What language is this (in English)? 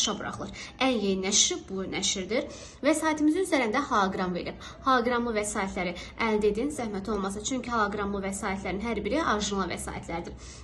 Azerbaijani